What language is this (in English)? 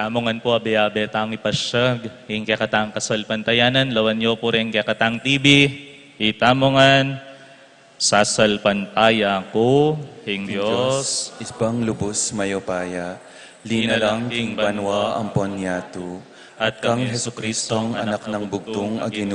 Pampanga